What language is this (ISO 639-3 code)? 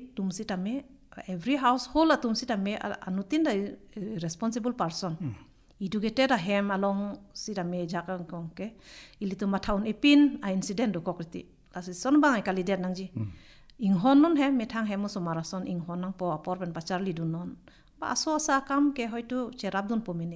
mjw